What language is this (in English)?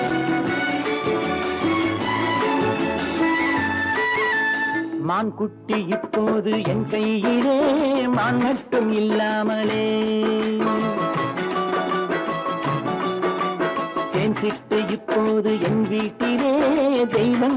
Tamil